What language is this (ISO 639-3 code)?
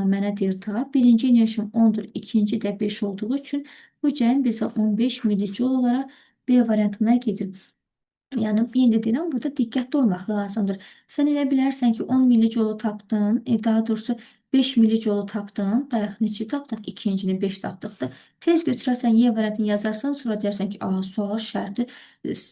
aze